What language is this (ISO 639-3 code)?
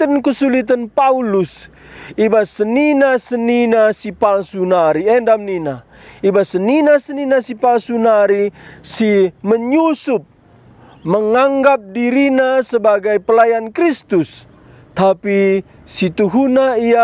btx